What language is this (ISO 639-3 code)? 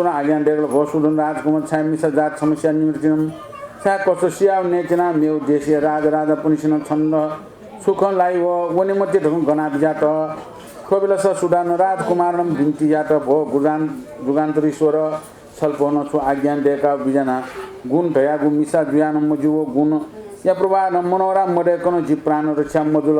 new